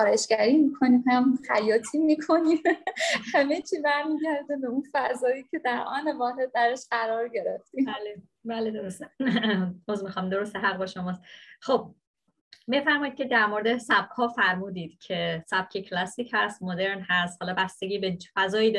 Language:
Persian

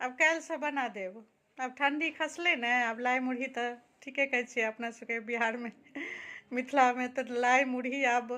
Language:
Maithili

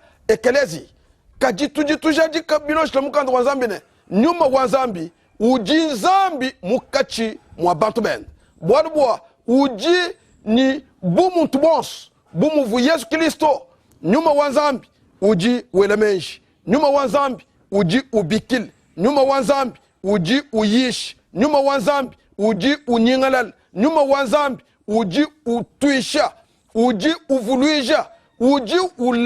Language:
Luba-Lulua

